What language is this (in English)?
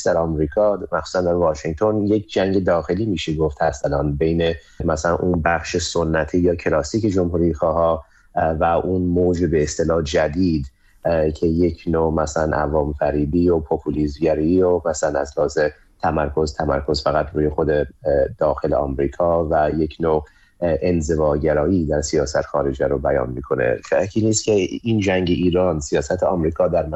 Persian